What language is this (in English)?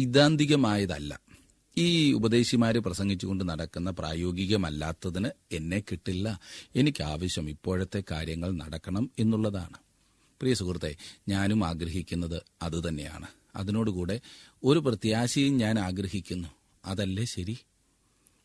Malayalam